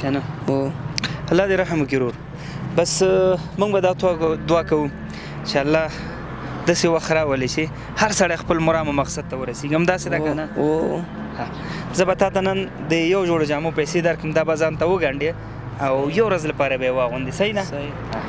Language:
Pashto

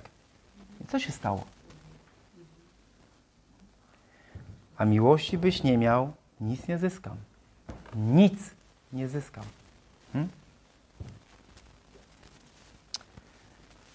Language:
Polish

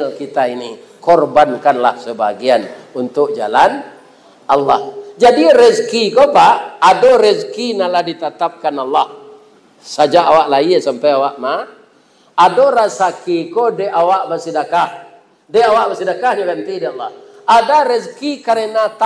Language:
Minangkabau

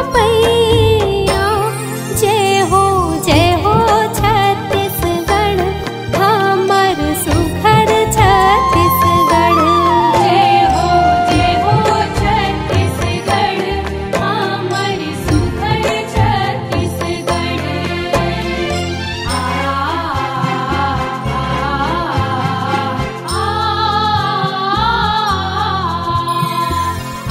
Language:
Chhattisgarhi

